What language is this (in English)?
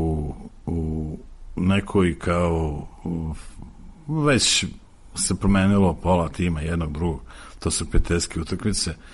Serbian